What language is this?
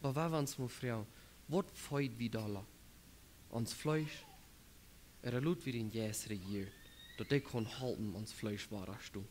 Plautdietsch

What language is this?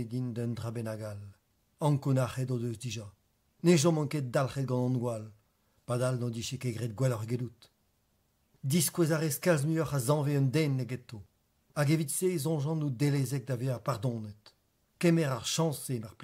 Breton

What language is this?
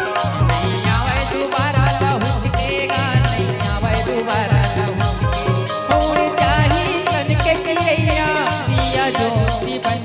Chhattisgarhi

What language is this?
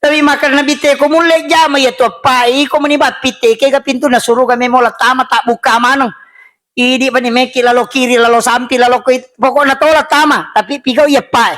Buginese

